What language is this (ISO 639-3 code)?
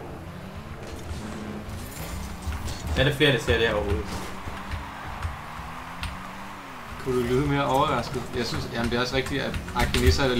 dan